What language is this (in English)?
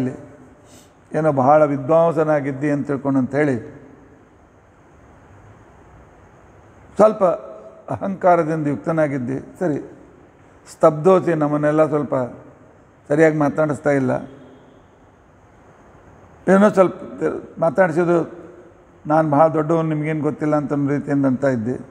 Kannada